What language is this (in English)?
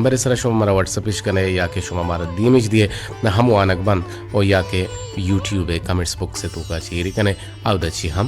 Baluchi